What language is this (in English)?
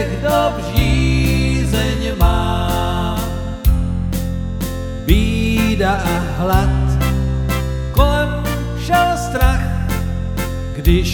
Czech